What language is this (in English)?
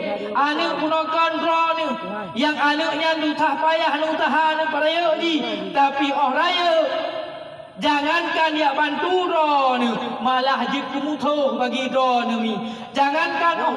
Achinese